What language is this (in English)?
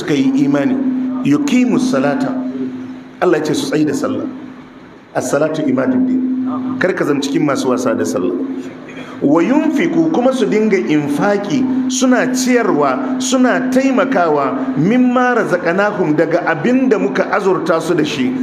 Hausa